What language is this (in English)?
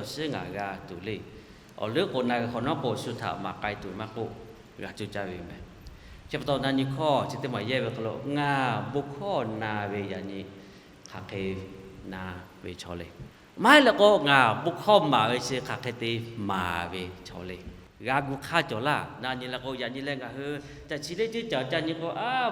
Lahu